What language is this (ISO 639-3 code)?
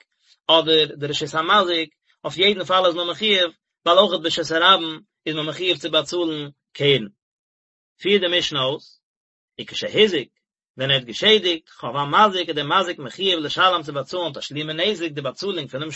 yid